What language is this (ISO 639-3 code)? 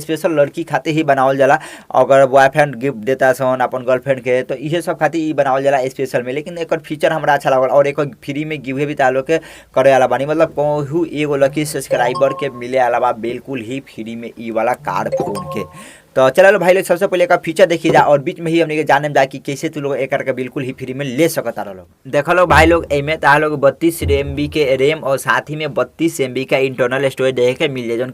bho